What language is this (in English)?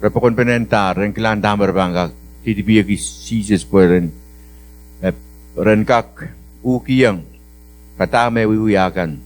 Pohnpeian